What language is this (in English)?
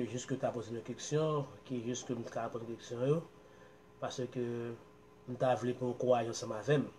Haitian Creole